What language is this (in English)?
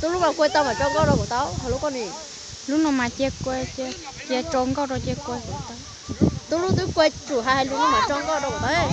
Hmong